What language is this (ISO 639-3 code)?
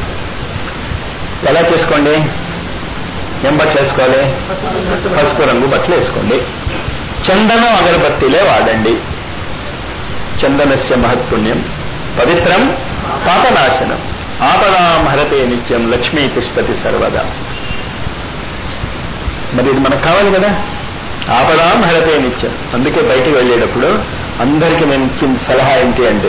tel